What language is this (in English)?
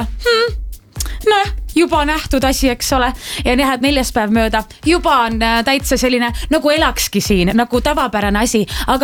Estonian